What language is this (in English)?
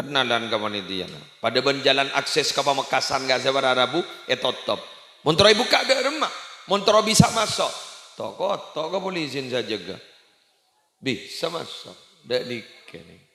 Madurese